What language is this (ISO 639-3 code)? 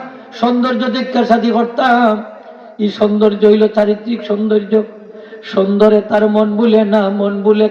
syl